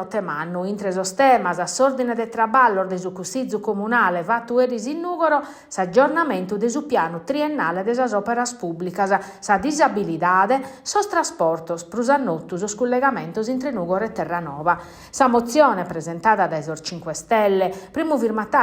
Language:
Sardinian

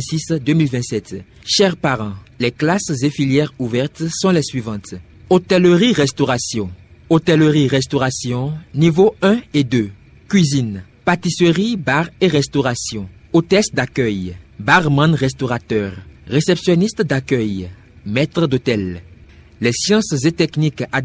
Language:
French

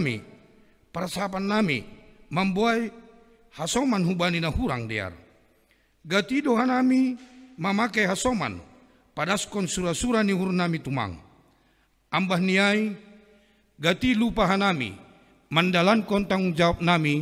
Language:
Batak Simalungun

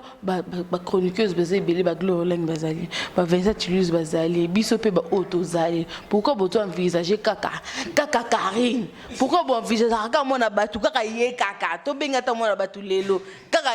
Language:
Lingala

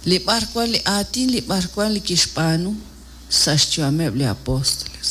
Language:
Kekchí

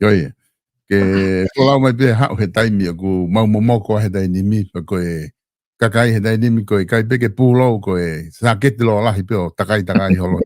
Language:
Tongan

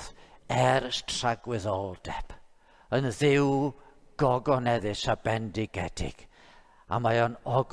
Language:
Welsh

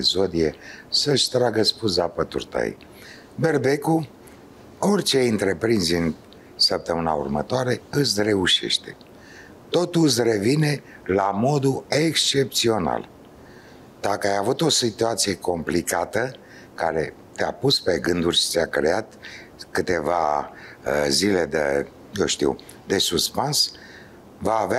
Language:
Romanian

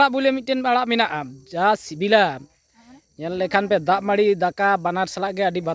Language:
Santali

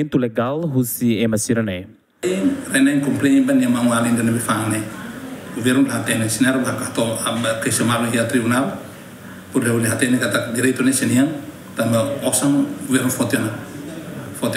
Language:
Tetum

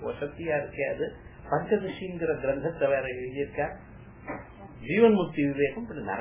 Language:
Tamil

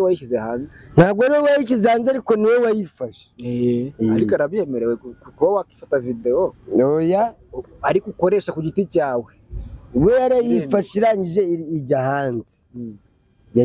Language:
Kinyarwanda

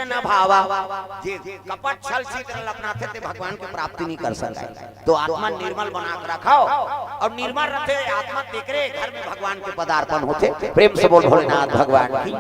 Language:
Chhattisgarhi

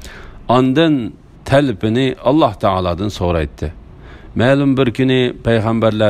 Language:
Uyghur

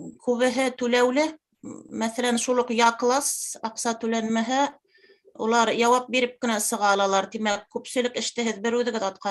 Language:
Bashkir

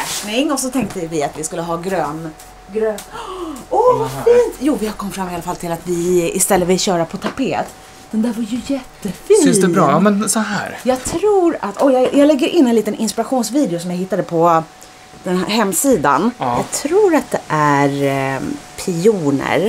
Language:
Swedish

